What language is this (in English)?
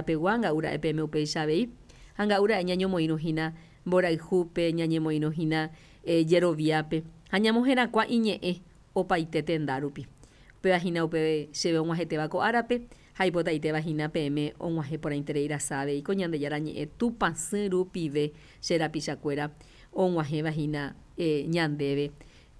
Guarani